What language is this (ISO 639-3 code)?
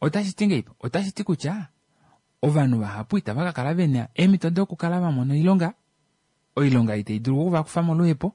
kua